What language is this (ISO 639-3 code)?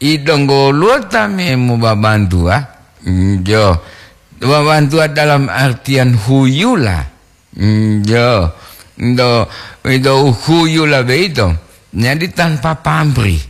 gor